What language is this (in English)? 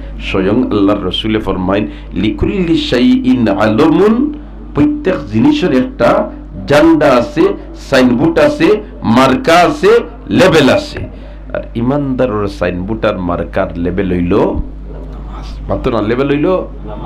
Sylheti